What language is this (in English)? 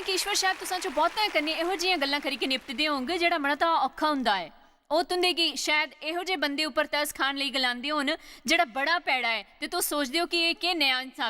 Dogri